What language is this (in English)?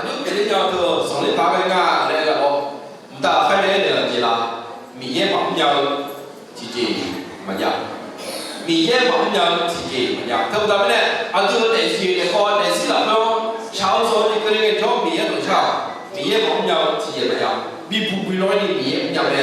Akha